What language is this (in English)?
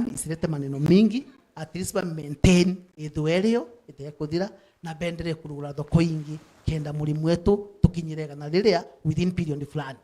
Meru